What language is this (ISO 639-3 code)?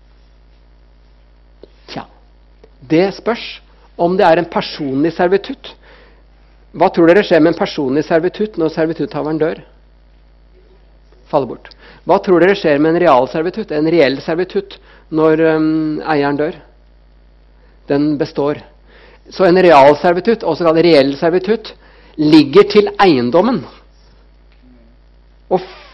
nor